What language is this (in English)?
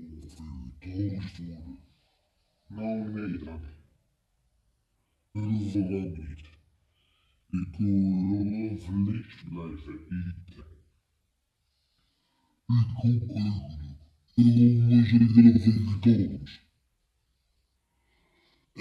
Dutch